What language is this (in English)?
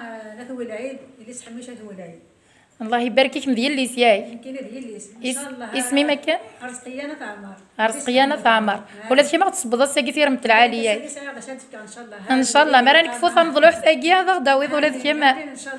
Kabyle